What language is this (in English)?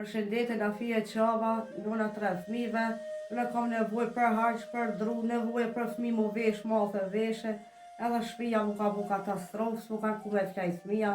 Albanian